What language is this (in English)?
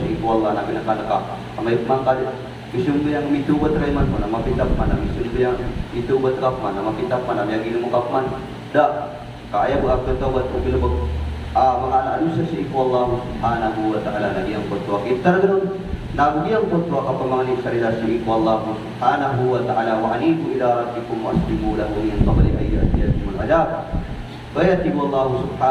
Maranao